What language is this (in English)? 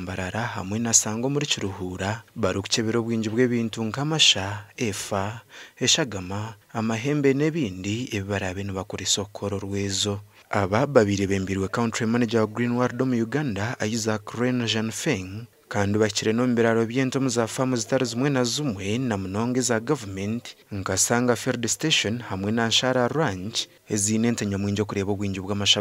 Nyankole